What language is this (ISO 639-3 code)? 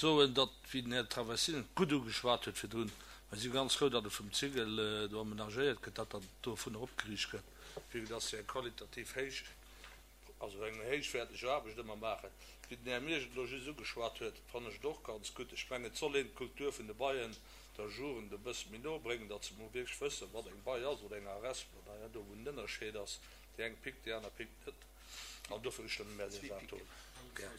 ltz